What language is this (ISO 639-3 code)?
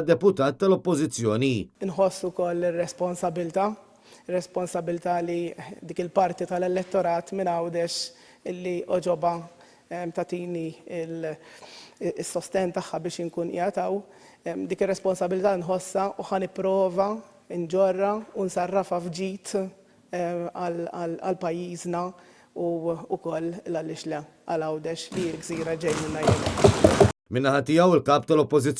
mlt